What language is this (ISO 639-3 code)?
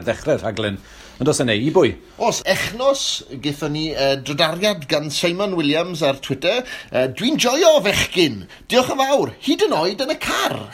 cym